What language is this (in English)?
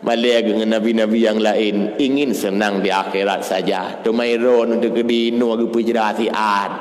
Achinese